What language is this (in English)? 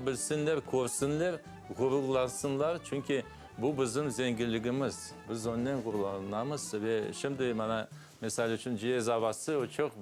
Crimean Tatar